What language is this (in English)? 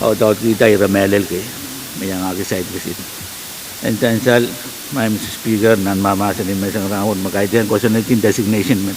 Pohnpeian